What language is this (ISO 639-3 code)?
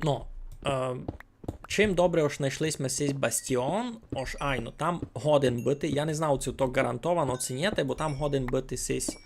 rue